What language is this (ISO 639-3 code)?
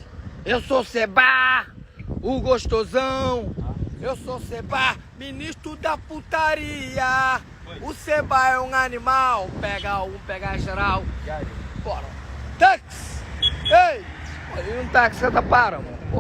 kea